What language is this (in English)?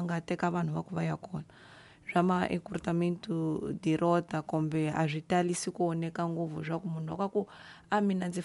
Tsonga